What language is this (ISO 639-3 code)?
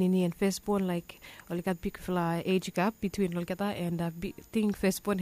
bis